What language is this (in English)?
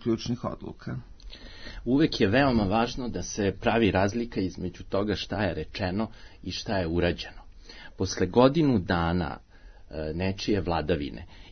Serbian